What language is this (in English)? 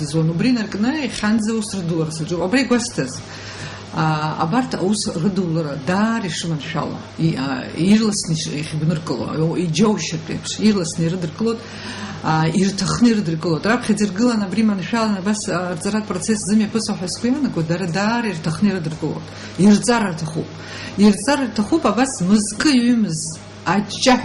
Abkhazian